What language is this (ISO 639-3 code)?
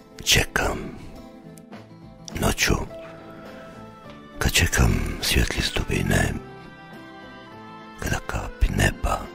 hrv